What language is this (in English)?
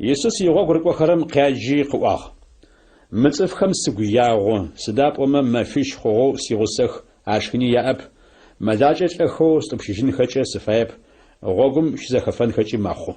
Adyghe